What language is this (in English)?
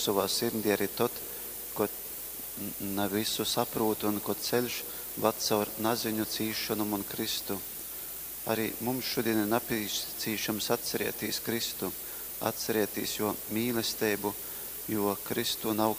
Latgalian